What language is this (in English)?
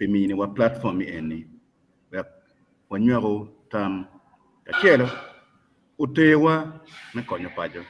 Acoli